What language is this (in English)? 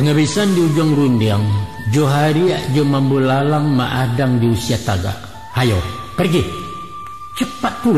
Minangkabau